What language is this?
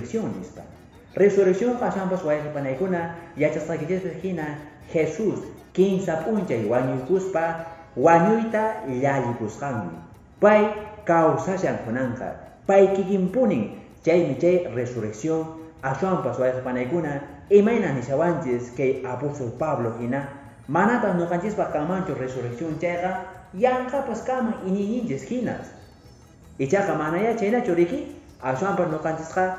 Quechua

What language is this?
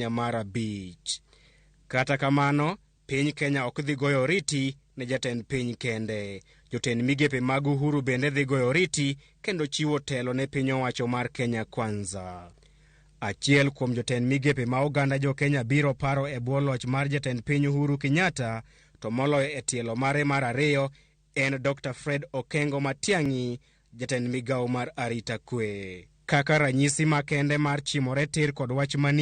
Luo (Kenya and Tanzania)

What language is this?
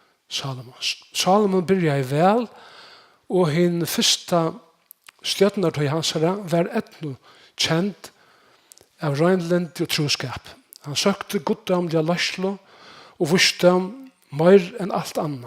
Faroese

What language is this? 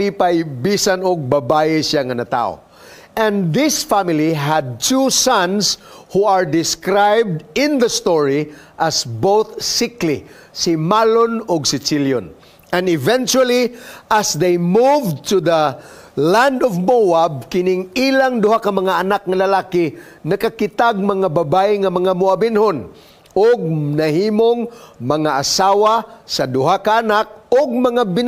Cebuano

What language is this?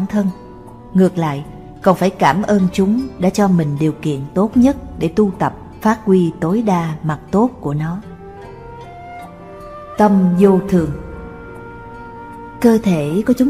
Vietnamese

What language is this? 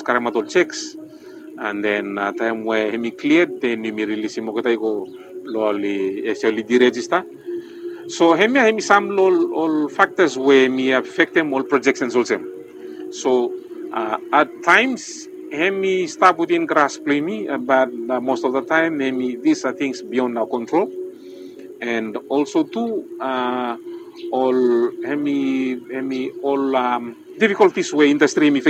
Bislama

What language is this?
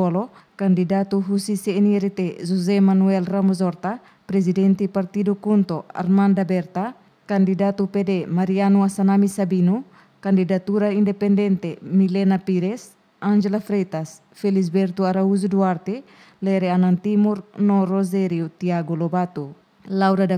Tetum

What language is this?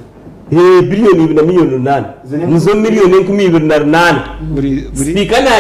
Nyankole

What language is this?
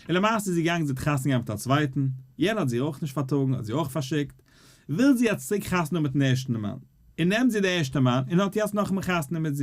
Yiddish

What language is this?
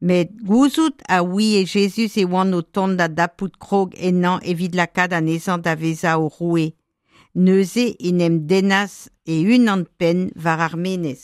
Breton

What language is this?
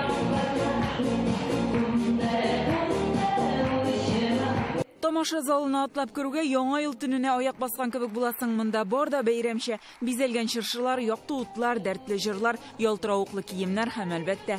Tatar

